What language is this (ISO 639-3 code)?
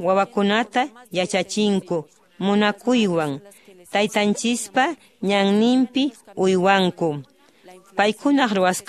que